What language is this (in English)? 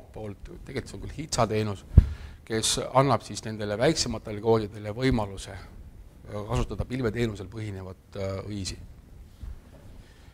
Estonian